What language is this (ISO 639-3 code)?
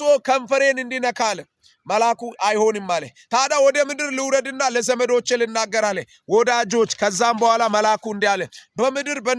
amh